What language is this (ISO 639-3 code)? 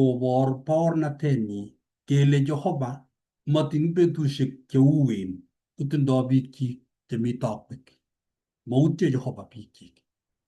kln